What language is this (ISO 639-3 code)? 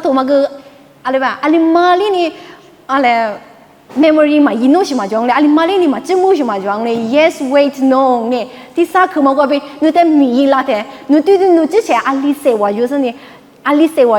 lis